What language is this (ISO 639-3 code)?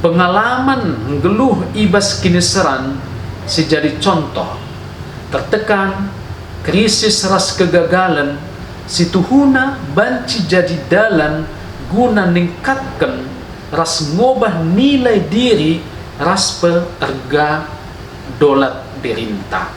btx